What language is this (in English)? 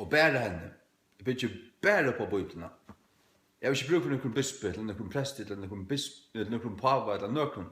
Faroese